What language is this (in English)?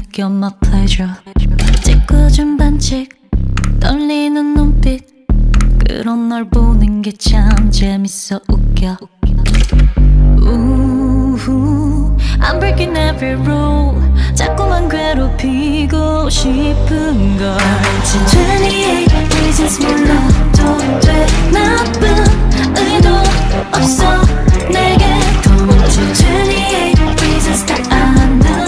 Korean